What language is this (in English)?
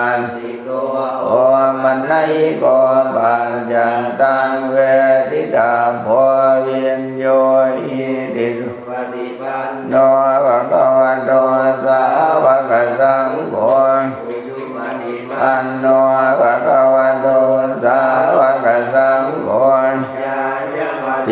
Pali